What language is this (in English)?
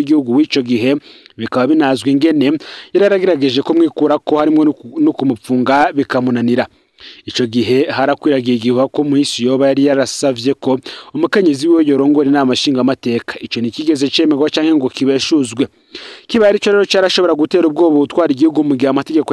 Rundi